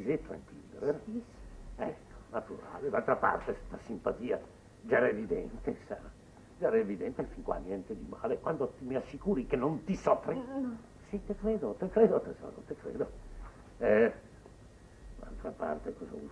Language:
Italian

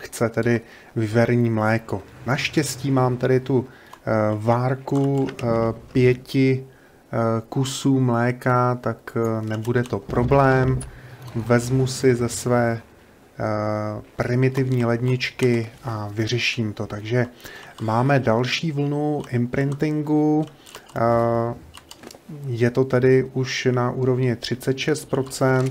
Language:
Czech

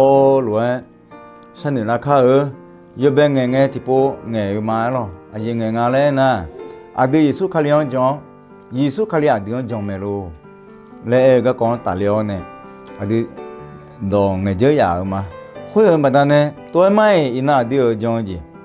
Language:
Akha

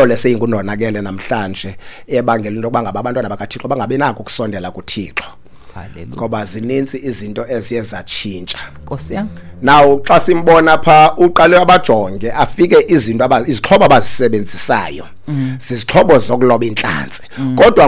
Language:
Xhosa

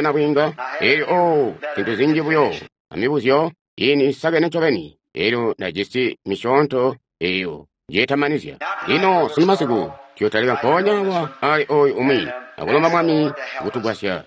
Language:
Tonga (Zambia)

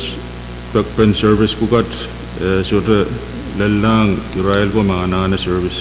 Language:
Pohnpeian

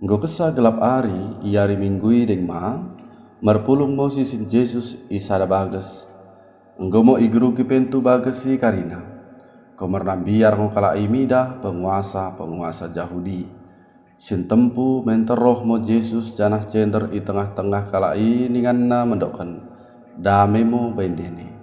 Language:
Batak Dairi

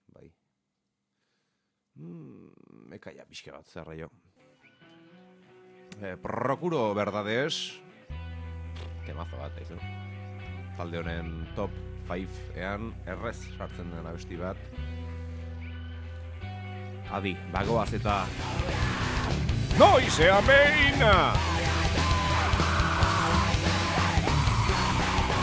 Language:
Basque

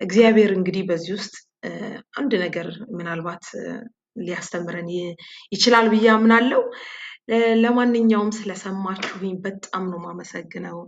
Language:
Amharic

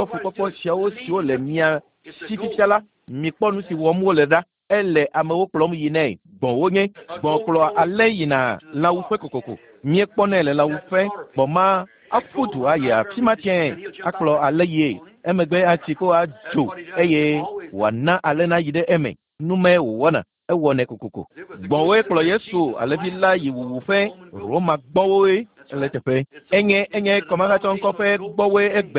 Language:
Ewe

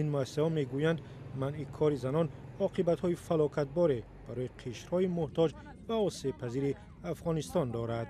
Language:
Tajik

